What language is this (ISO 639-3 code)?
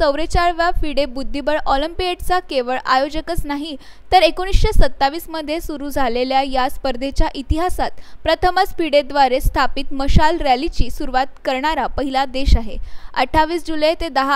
mar